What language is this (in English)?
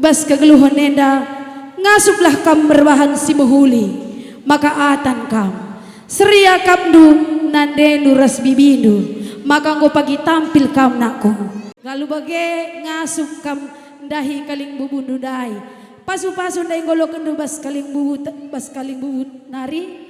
Batak Karo